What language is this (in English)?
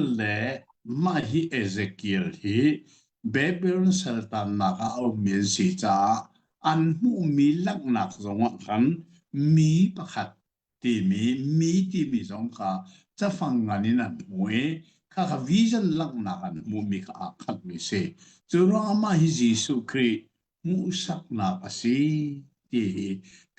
Hakha Chin